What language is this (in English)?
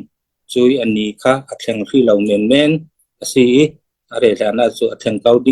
Falam Chin